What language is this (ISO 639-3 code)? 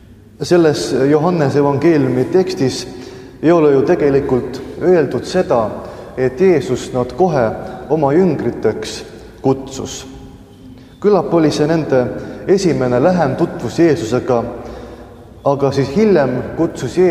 est